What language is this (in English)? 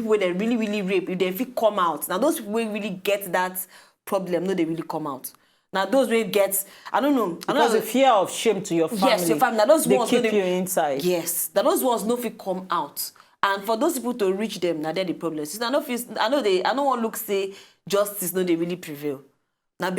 Nigerian Pidgin